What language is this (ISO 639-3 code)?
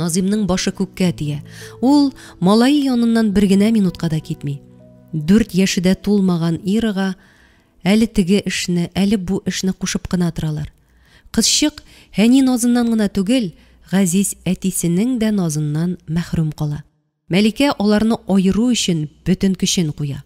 tat